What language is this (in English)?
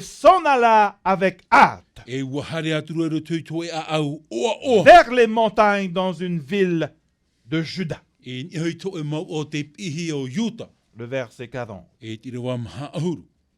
Tahitian